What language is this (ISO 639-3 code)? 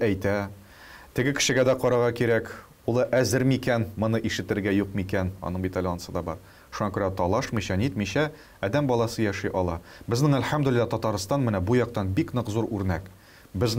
tat